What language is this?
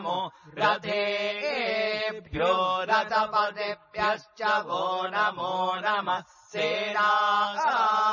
Sanskrit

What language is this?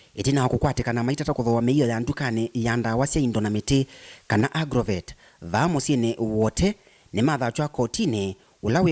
Kamba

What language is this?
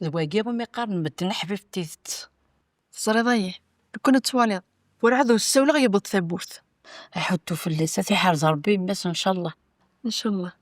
Kabyle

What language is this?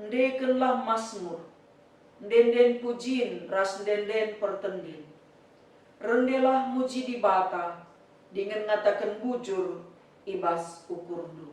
Batak Karo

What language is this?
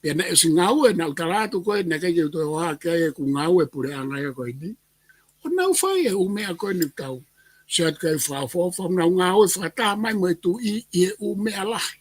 Tongan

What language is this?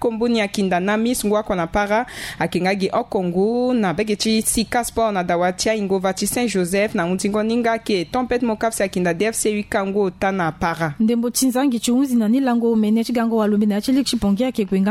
Sango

